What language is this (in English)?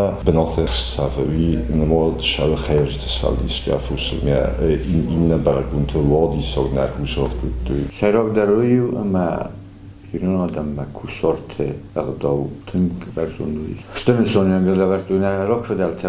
Ossetic